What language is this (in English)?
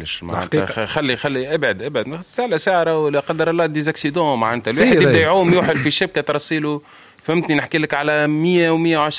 Tunisian Arabic